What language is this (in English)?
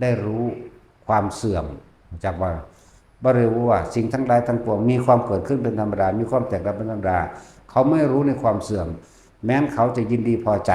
Northeastern Thai